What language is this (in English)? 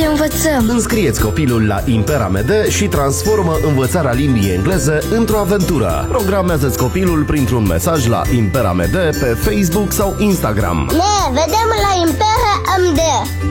Romanian